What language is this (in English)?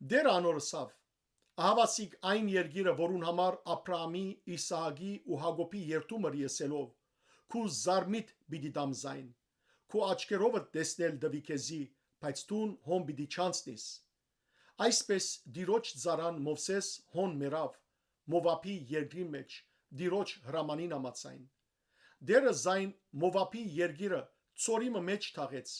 Western Armenian